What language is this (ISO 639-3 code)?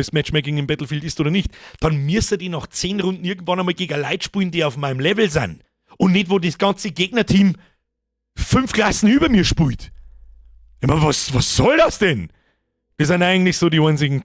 bar